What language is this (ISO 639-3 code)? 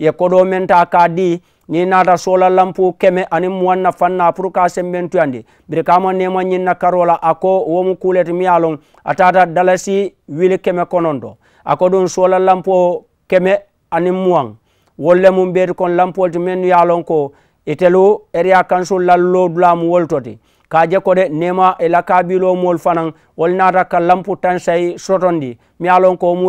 man